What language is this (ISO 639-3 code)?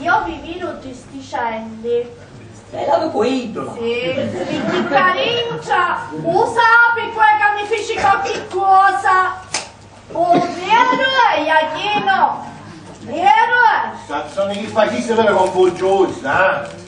scn